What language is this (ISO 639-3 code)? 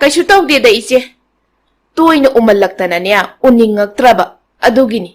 mni